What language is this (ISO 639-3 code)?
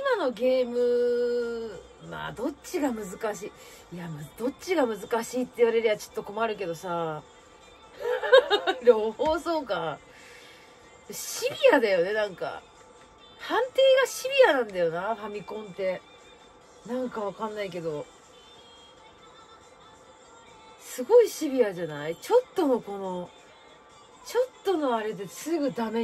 jpn